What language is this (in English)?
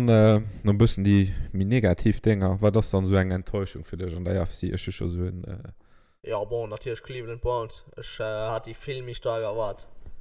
Luxembourgish